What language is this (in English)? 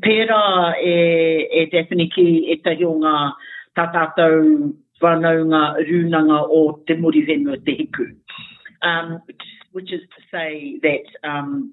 Māori